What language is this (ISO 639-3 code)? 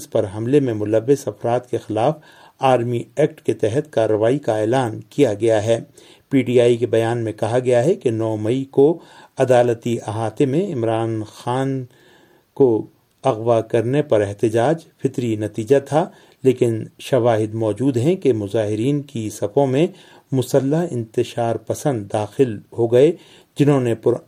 urd